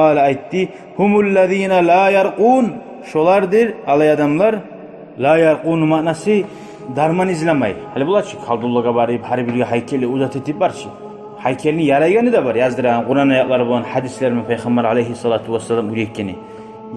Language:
Kumyk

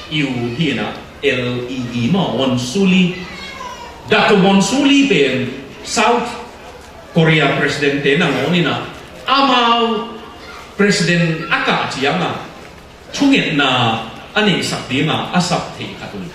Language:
Tedim Chin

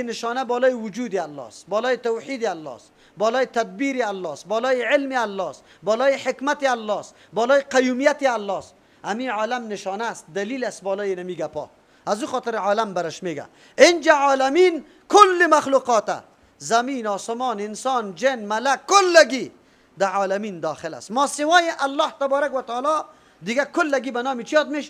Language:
Persian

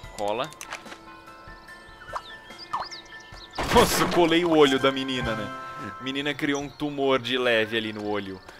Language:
Portuguese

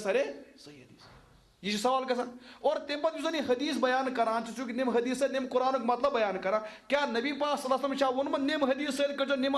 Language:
Kashmiri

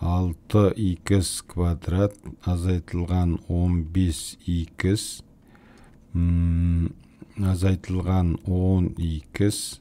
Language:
Kazakh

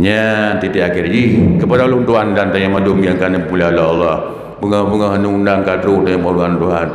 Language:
Achinese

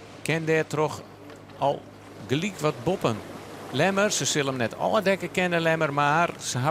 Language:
Western Frisian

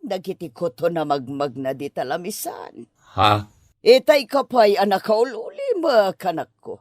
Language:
Iloko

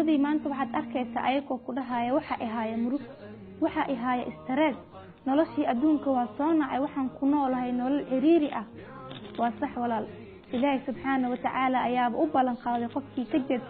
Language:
Somali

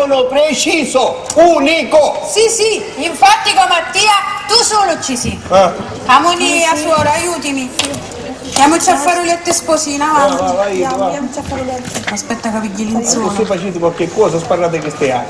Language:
Sicilian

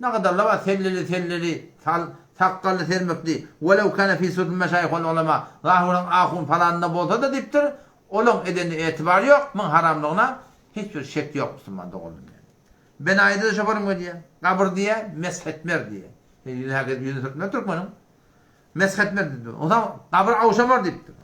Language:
Turkmen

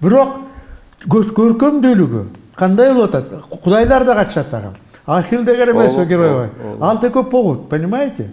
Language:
Kyrgyz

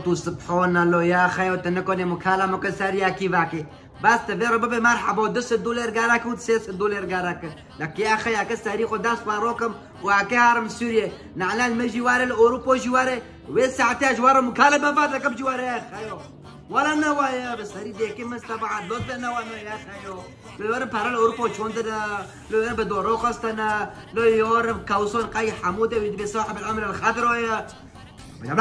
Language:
Kurdish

